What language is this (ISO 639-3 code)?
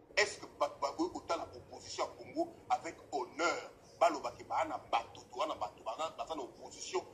lin